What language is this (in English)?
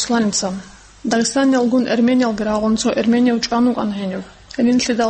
Avaric